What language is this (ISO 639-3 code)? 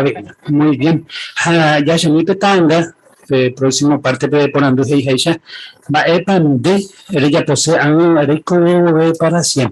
grn